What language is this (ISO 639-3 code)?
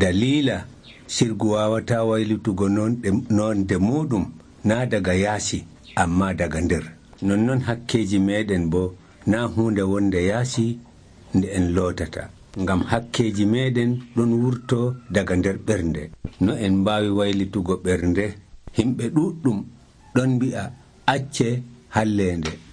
fuv